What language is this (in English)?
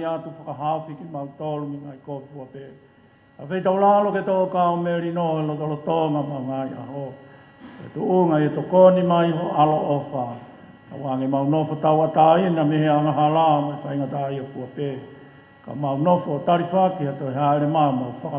Tongan